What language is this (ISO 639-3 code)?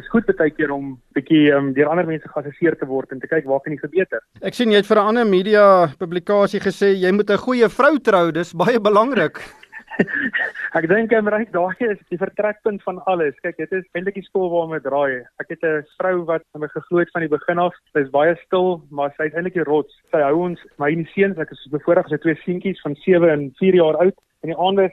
afr